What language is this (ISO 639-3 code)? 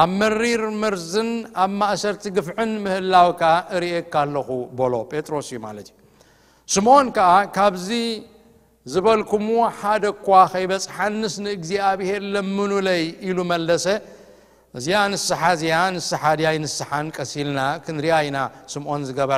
tir